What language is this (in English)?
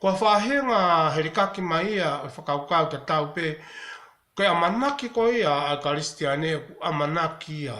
Tongan